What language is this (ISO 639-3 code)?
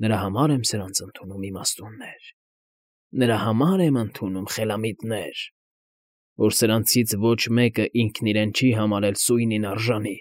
hye